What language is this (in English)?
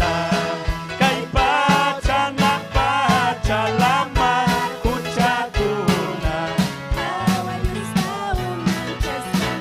Ayacucho Quechua